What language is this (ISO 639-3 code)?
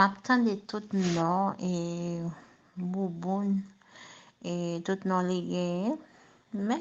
hat